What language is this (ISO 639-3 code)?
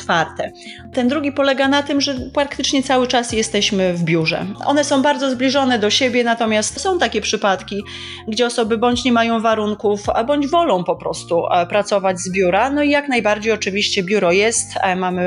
pol